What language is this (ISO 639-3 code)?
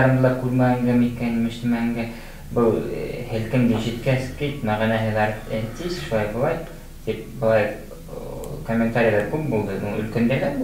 bak